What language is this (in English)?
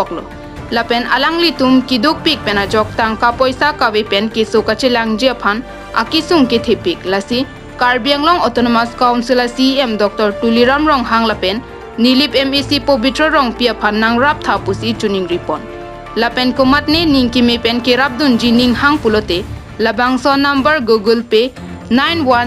Karbi